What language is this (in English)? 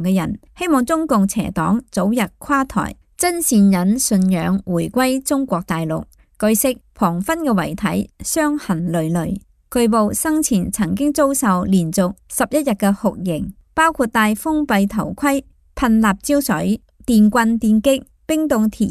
Cantonese